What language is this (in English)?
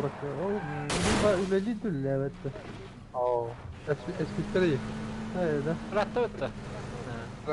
Yakut